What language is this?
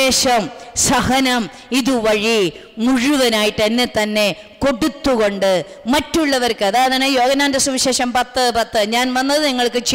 Malayalam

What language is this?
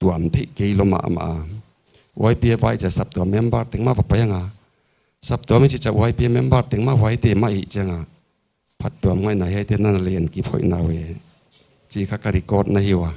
Paite Chin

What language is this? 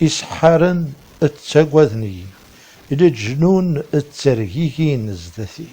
Kabyle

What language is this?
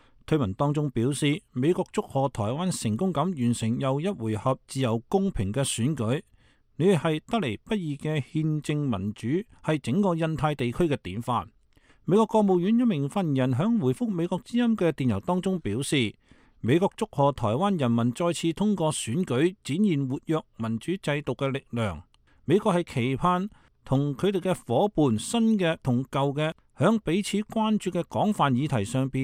Cantonese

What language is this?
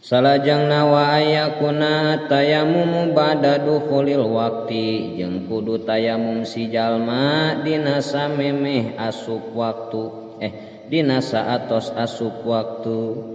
Sundanese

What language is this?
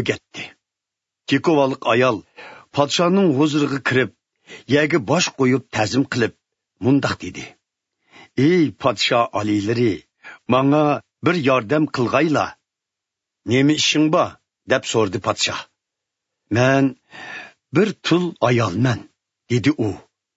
Uyghur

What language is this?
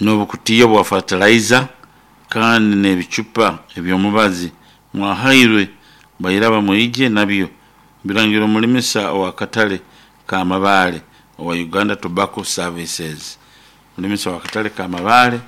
Nyoro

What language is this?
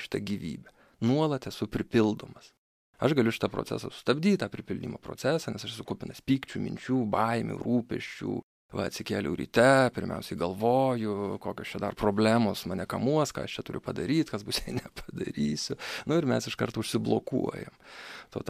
Lithuanian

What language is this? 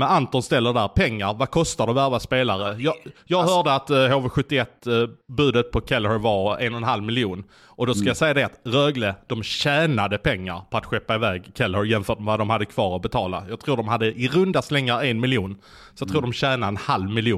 Swedish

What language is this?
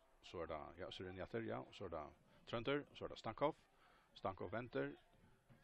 Faroese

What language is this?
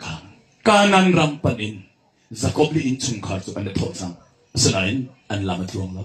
Hakha Chin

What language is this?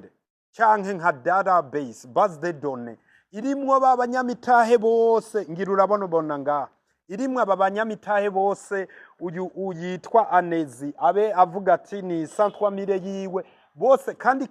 Rundi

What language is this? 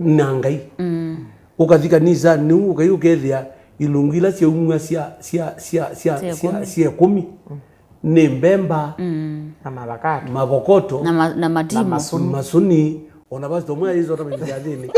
Kamba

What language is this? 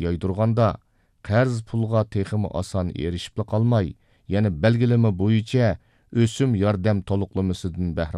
Uyghur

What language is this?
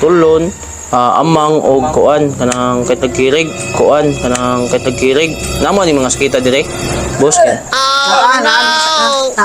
Cebuano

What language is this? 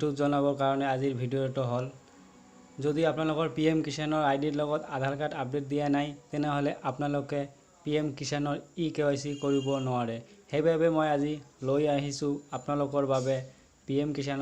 Assamese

